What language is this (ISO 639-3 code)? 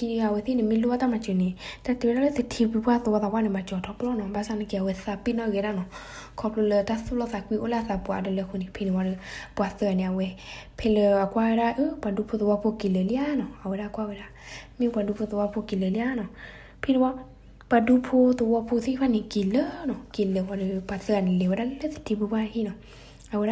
ksw